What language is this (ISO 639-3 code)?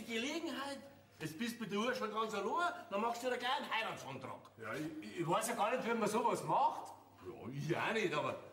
bar